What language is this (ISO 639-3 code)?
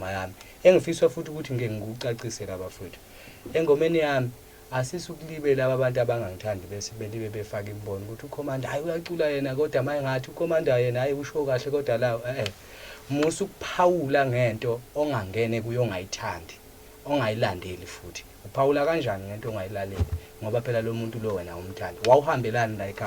zul